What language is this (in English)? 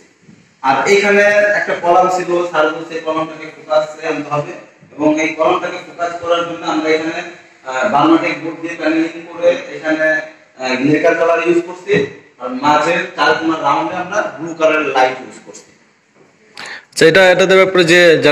Bangla